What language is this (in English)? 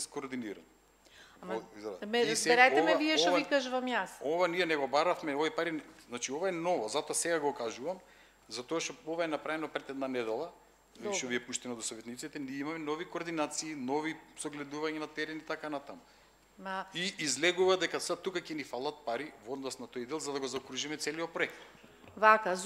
Macedonian